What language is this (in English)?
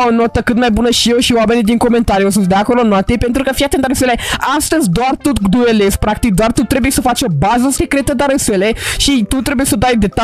Romanian